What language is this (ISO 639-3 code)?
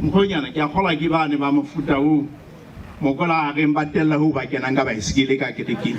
sot